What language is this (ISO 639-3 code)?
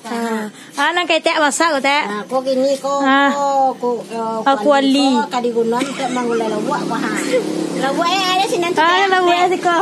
min